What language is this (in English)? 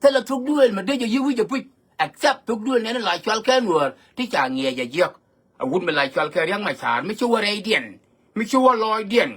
Nuer